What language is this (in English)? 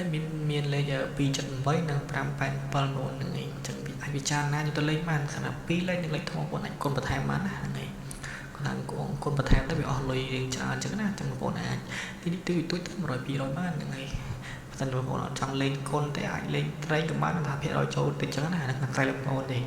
Khmer